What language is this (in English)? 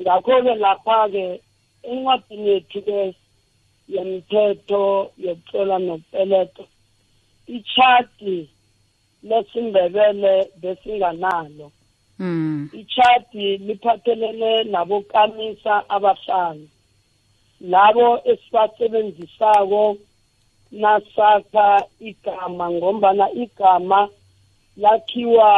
South Ndebele